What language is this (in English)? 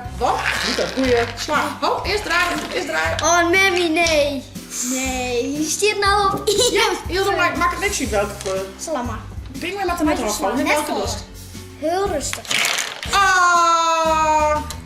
Western Frisian